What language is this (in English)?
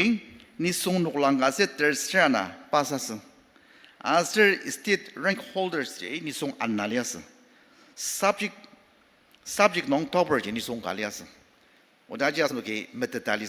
Ao Naga